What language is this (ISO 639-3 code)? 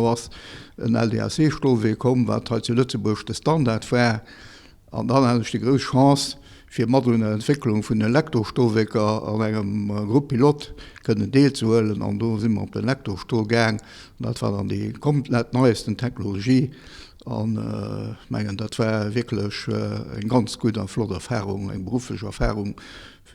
ltz